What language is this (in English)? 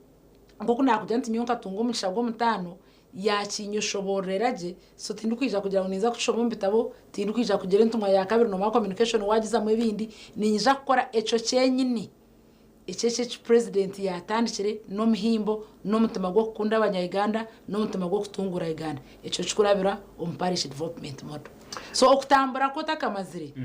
Nyankole